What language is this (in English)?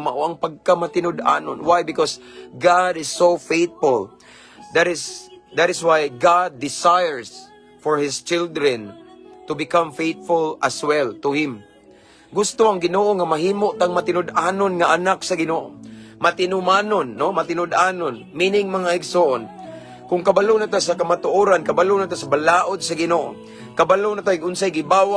Cebuano